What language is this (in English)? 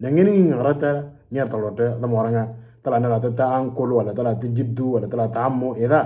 Moro